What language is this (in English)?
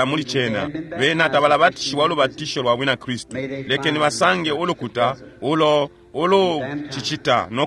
Bemba